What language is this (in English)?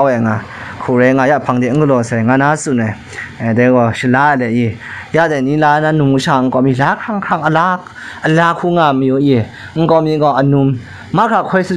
Kachin